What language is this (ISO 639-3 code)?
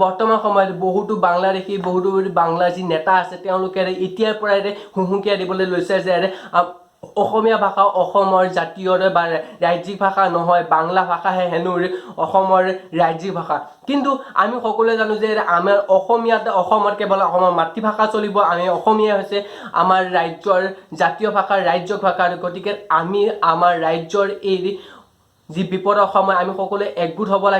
asm